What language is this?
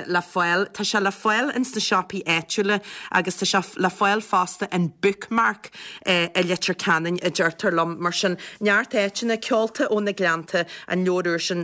Irish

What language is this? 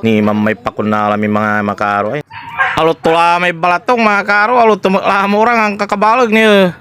Pangasinan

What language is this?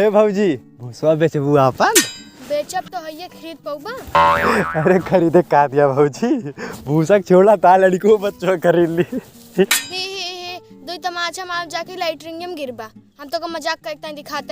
Awadhi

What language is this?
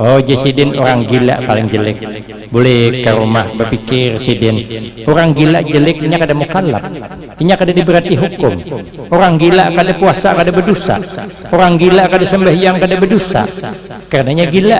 Banjar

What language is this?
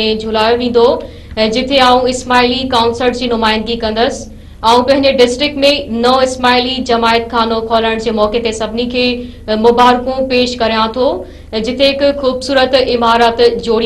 Sindhi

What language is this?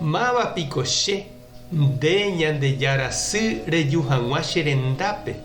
Guarani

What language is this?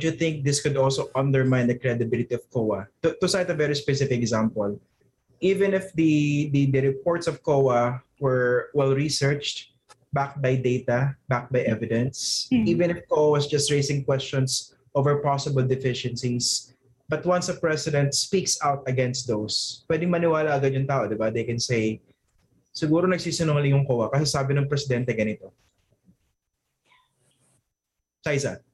Filipino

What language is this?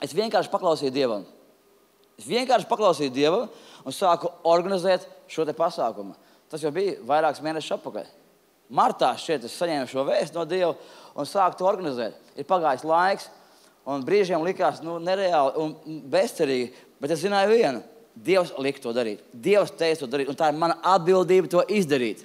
Latvian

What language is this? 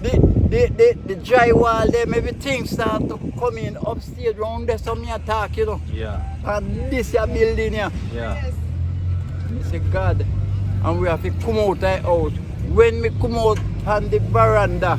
Jamaican Creole English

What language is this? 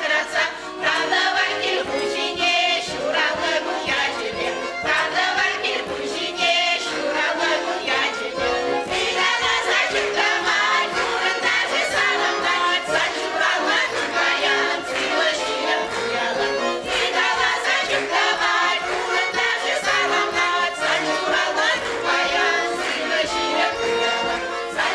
Chuvash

